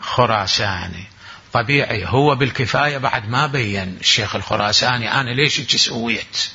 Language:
Mesopotamian Arabic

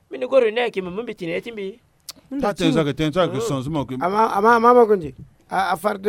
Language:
Sango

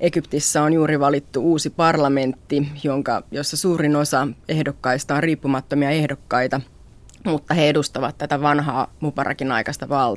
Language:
Finnish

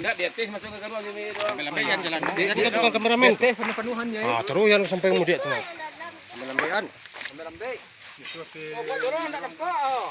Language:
Minangkabau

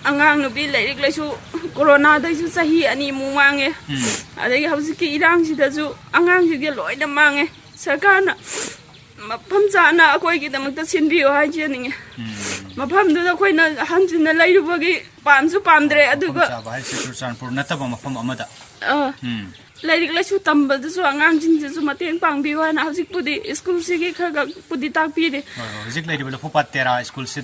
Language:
Manipuri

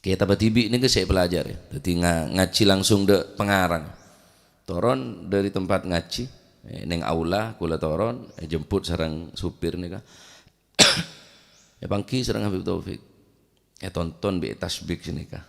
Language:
Madurese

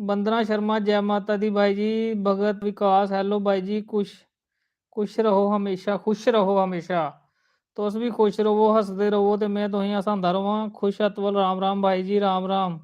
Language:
Dogri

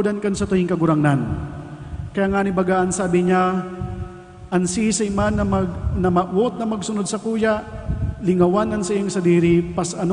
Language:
Bikol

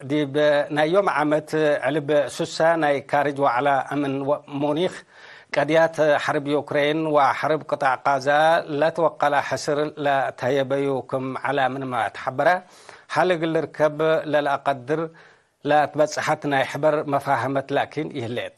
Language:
Tigre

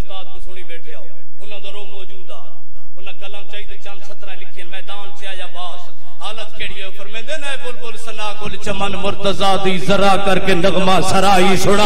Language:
Saraiki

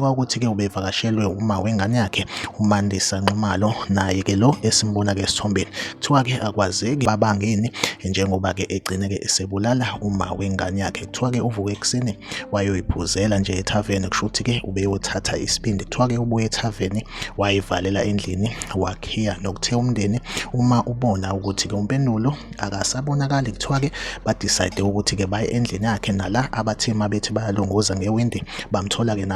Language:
Zulu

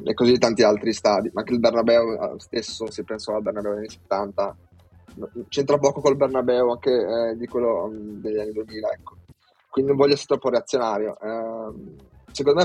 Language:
Italian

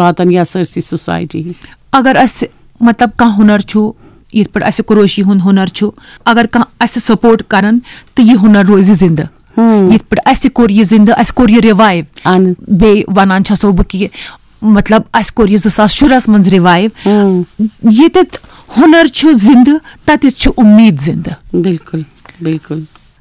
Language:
Kashmiri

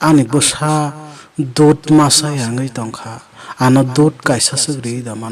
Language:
Kok Borok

